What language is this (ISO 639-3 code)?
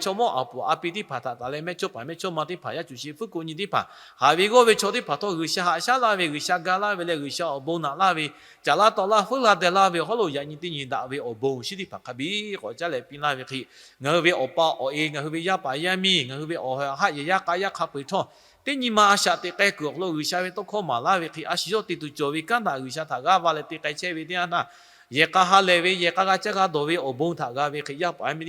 lhu